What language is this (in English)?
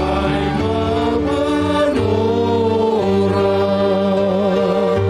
Batak Simalungun